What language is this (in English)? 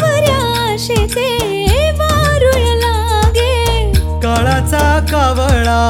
Marathi